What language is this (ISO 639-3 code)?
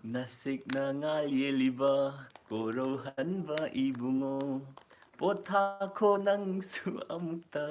mni